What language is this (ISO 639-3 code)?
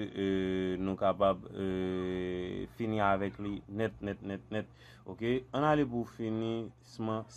hat